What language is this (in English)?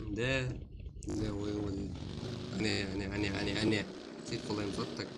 Kara-Kalpak